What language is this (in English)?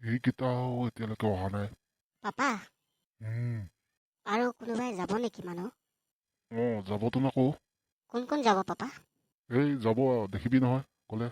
Assamese